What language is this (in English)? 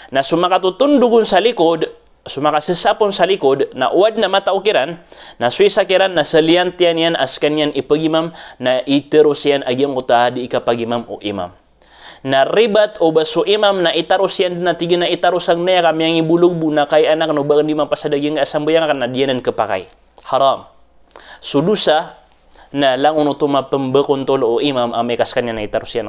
Maranao